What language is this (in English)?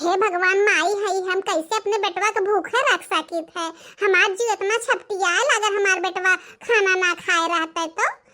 Bhojpuri